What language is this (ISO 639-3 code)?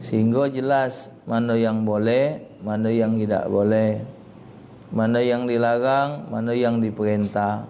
mui